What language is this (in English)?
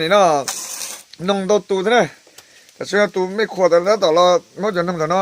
Hmong